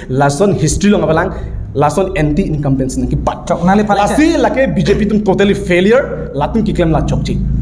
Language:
Karbi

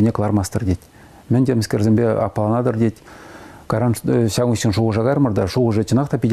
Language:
Chuvash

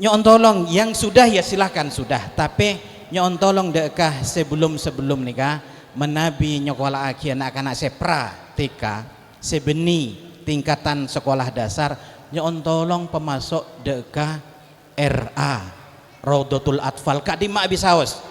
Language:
Madurese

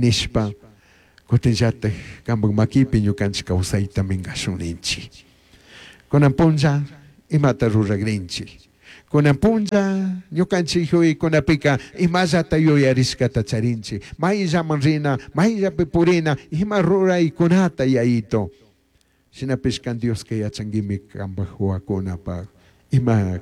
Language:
Chimborazo Highland Quichua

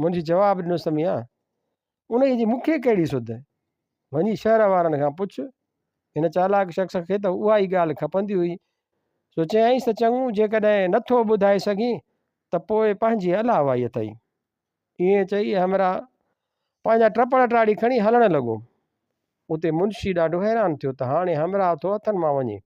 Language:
Sindhi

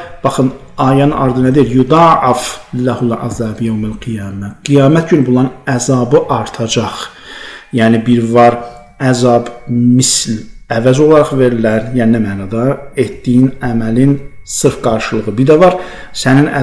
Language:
Azerbaijani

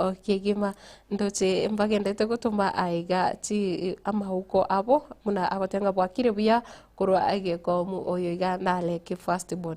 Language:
Gusii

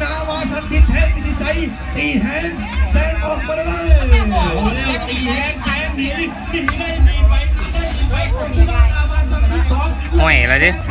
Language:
Lao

